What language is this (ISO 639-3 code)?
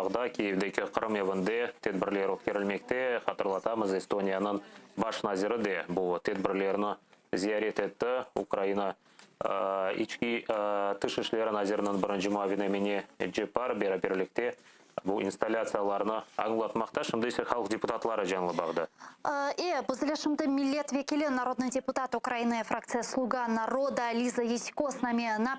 crh